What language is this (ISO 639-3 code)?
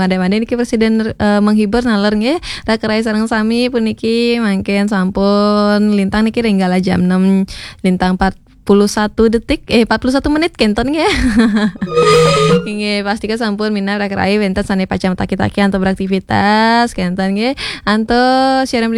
ban